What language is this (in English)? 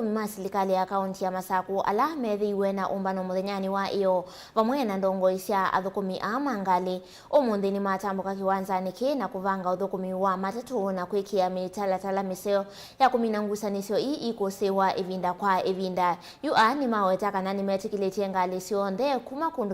Kamba